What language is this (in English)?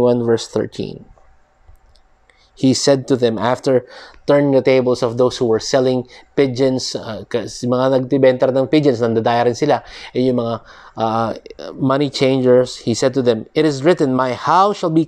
Filipino